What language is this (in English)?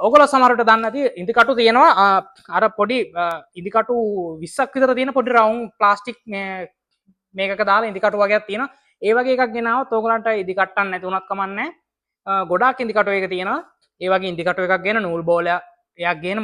Sinhala